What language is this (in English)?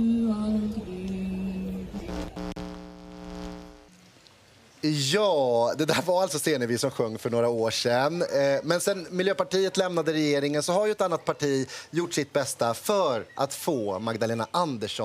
Swedish